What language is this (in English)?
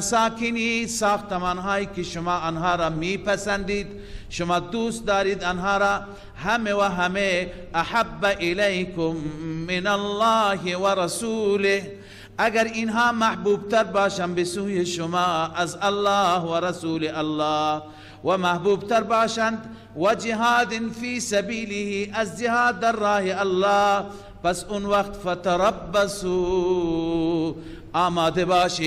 Persian